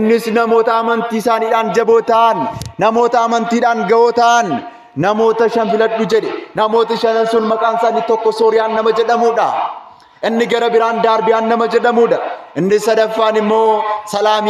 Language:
Oromo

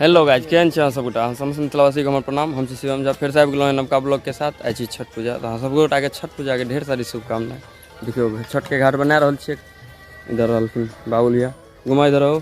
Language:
Maithili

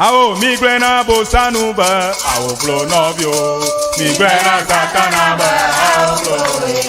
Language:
Ewe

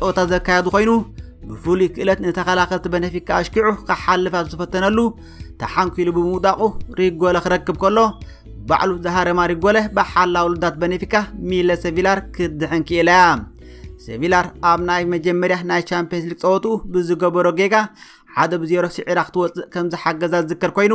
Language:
Tigrinya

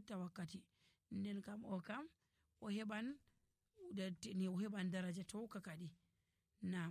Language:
Nigerian Fulfulde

